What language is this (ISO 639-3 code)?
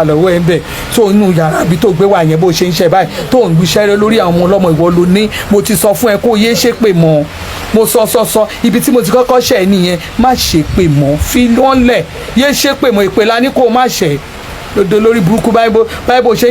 yor